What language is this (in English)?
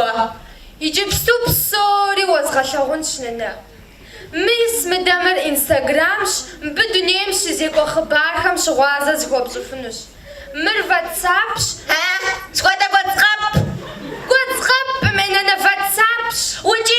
Kabardian